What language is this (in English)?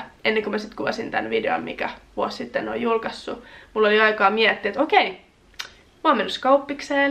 Finnish